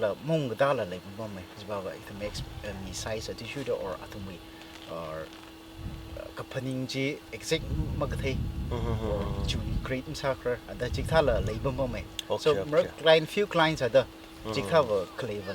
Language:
Tangkhul Naga (India)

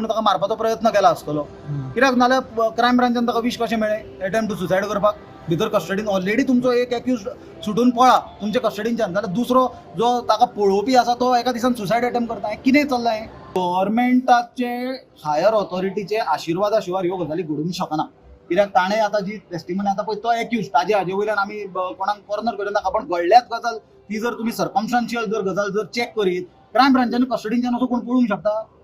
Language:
Konkani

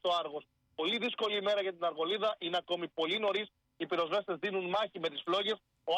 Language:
Greek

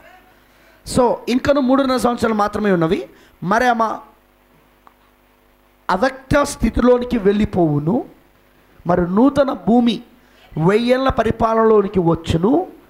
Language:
Telugu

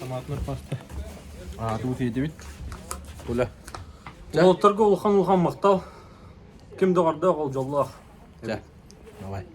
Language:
Yakut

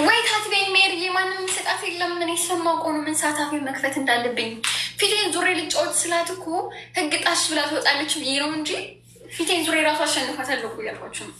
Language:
Amharic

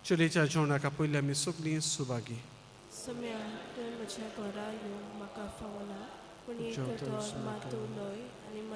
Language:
Konkani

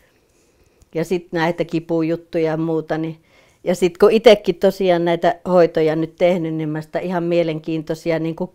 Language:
Finnish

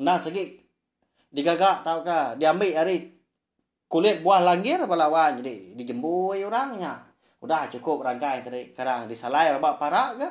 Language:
Iban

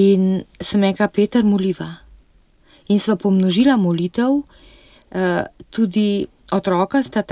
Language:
Slovenian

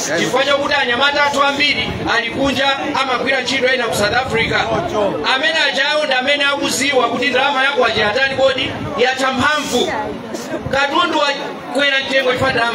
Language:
Nyanja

